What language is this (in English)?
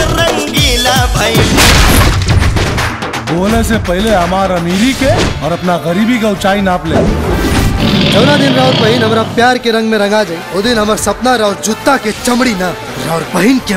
Bhojpuri